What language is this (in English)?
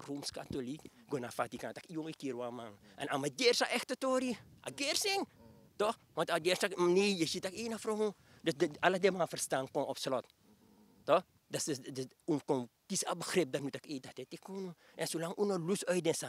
Sranan Tongo